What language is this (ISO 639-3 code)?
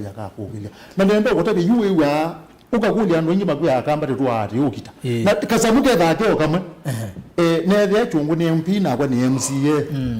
kam